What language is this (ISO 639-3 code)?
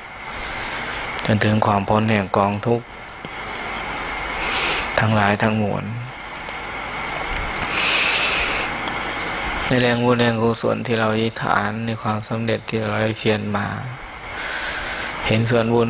tha